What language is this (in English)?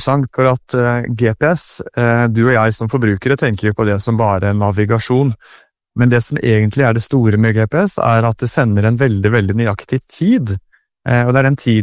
Norwegian